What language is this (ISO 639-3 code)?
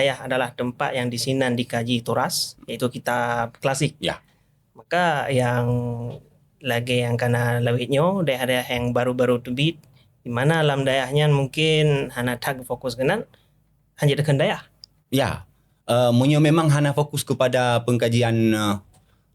ace